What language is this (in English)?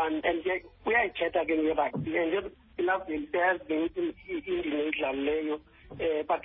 Xhosa